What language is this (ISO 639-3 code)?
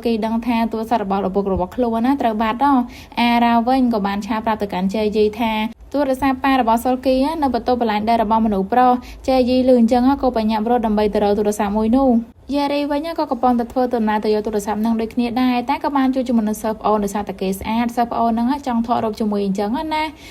khm